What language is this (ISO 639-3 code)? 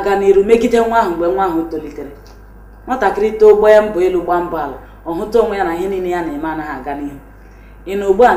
ibo